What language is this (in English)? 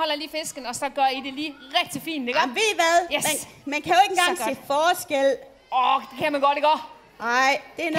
Danish